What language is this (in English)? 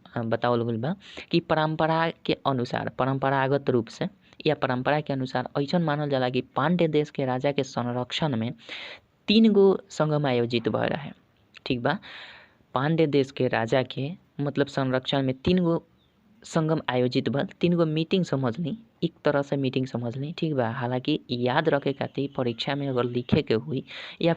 Bhojpuri